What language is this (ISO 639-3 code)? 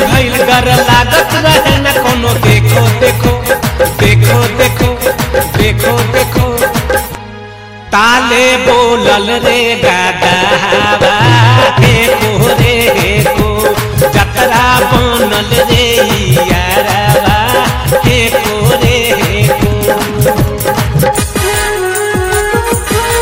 bho